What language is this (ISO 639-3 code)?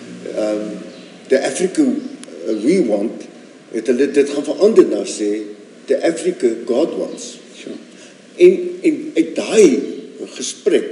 afr